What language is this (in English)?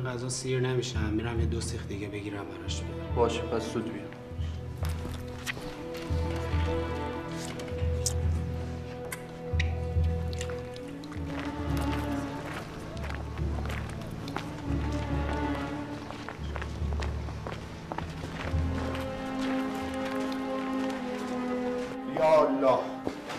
Persian